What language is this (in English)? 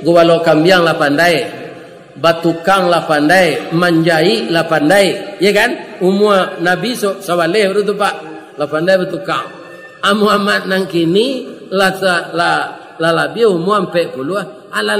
Minangkabau